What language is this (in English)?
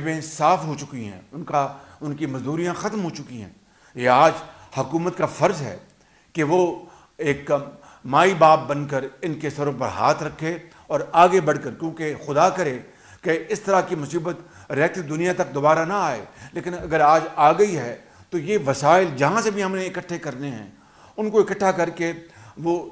Urdu